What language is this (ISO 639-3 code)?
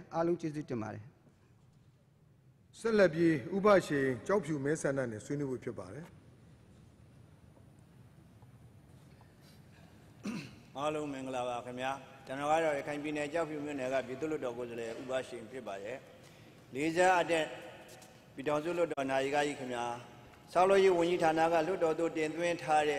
mya